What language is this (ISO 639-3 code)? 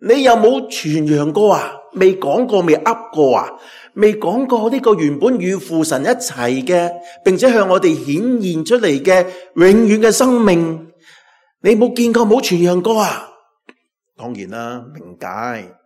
yue